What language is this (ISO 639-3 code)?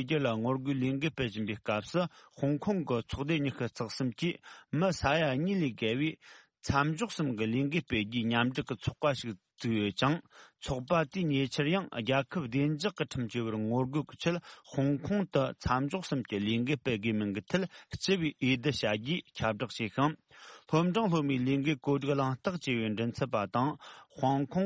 bod